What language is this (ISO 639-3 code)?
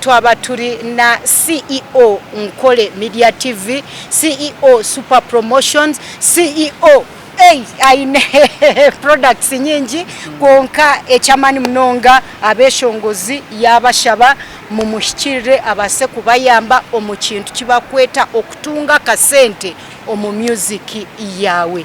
nyn